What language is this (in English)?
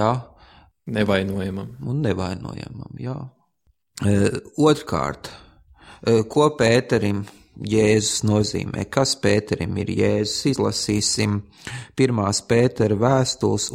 Latvian